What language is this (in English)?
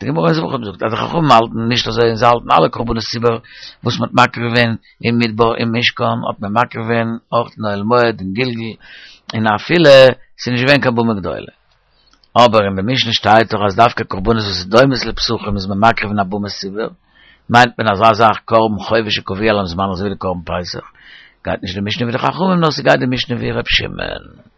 Yiddish